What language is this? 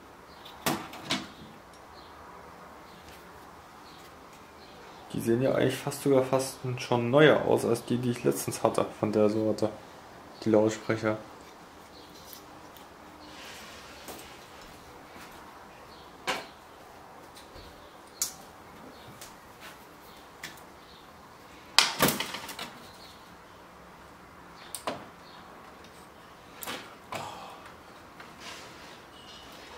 German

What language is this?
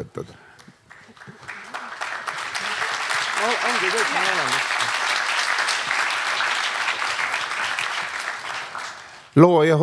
Estonian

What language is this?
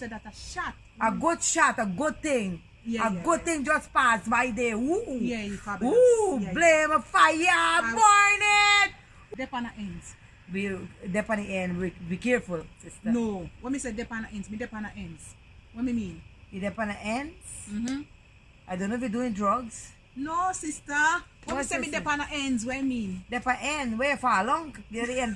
Jamaican Creole English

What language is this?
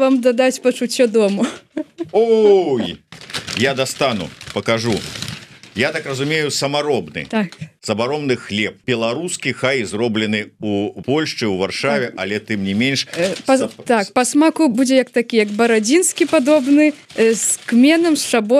Belarusian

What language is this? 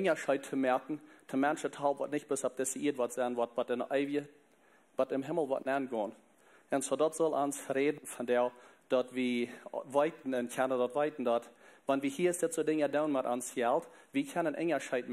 Plautdietsch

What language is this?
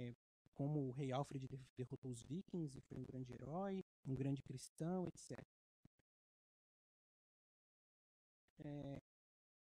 Portuguese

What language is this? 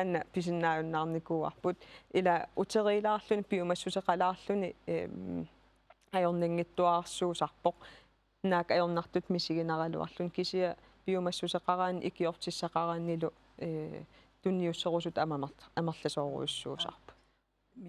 Kalaallisut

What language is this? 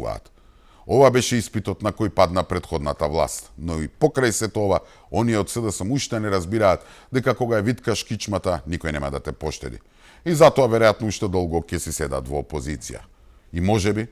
Macedonian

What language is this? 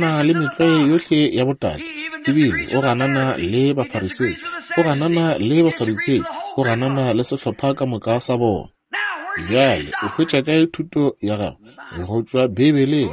Northern Sotho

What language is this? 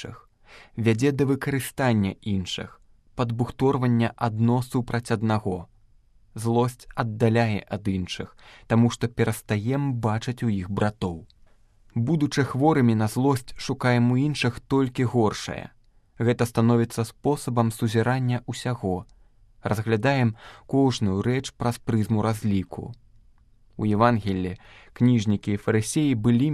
Belarusian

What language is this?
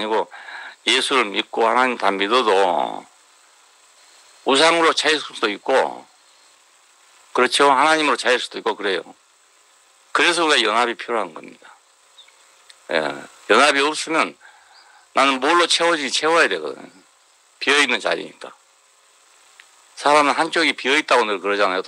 Korean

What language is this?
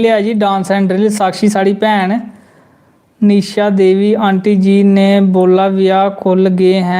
Dogri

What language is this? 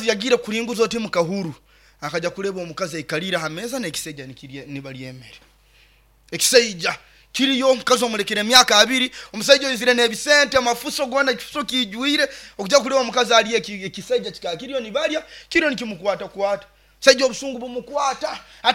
Nyoro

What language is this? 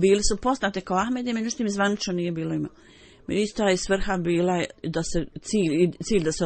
Bosnian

